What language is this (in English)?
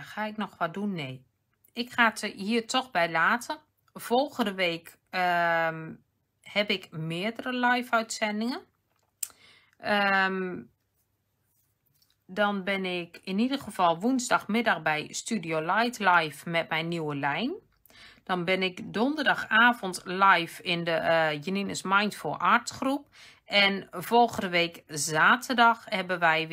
Dutch